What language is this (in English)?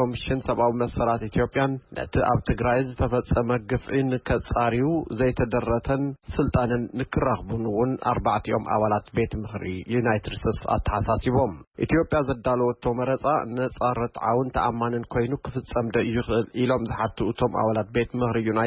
Tigrinya